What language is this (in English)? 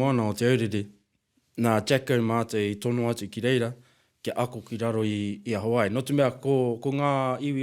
Māori